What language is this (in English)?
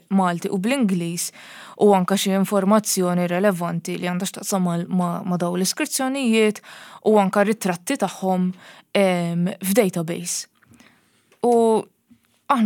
Maltese